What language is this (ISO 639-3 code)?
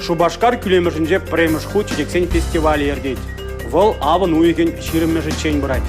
chv